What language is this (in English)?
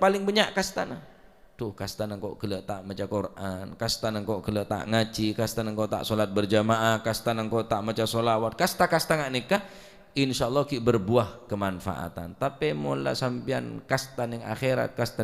Madurese